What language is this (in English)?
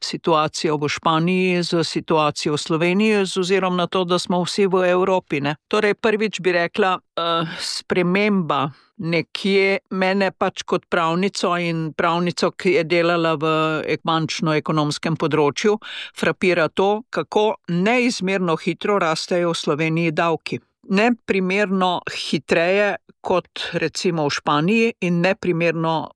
Slovenian